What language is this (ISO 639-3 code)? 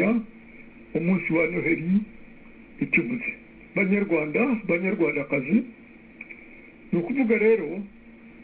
kin